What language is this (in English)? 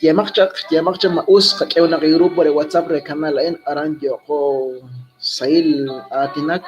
Kekchí